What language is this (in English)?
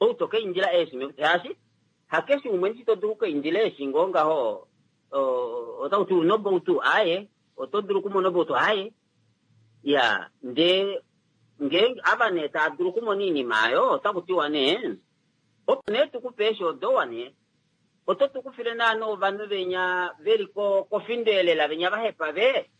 Kuanyama